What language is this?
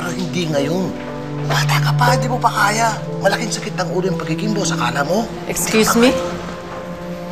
Filipino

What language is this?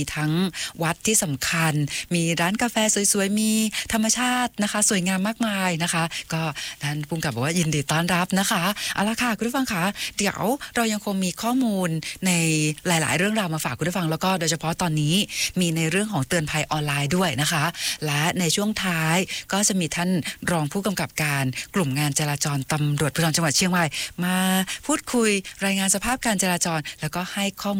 Thai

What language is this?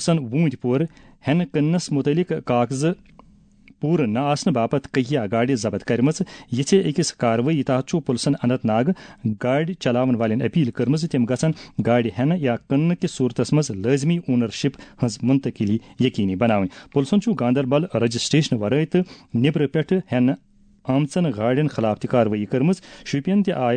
Kashmiri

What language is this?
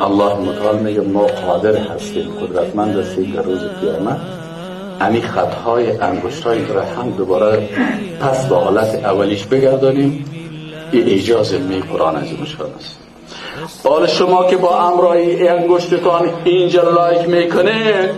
Persian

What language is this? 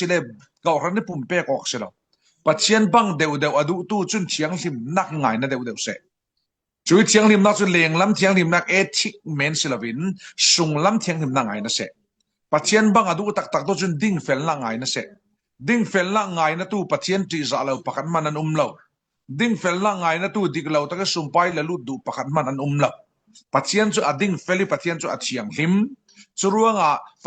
Falam Chin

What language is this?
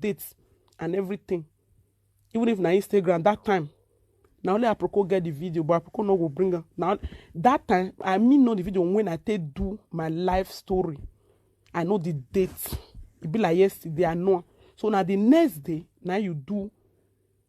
Nigerian Pidgin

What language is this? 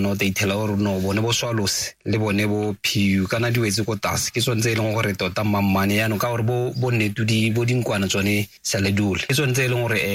Tswana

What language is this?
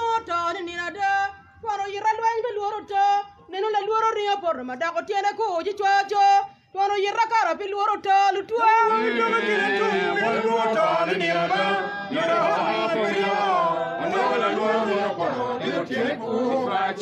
Acoli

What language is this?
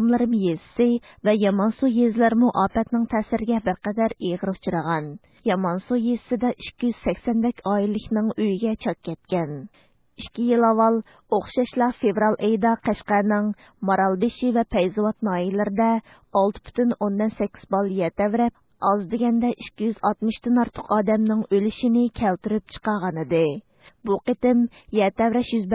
Uyghur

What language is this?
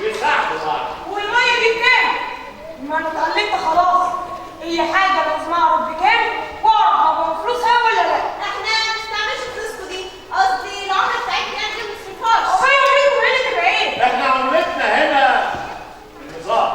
Egyptian Arabic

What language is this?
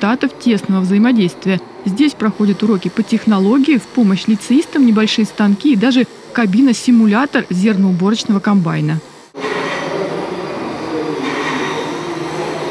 Russian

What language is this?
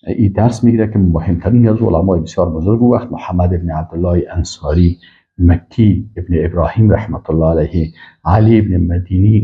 Persian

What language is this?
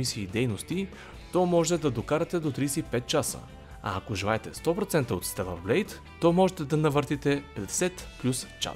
Bulgarian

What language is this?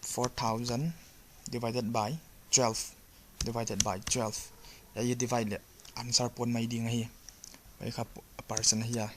Paite Chin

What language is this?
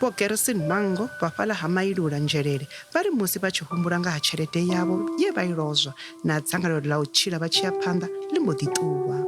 Venda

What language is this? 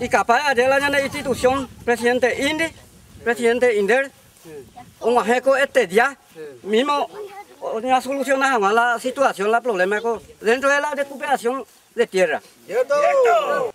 Guarani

